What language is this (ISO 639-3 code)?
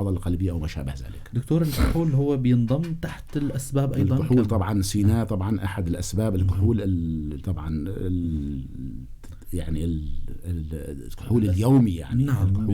apc